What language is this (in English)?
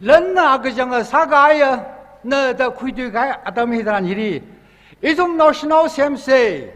Tangkhul Naga (India)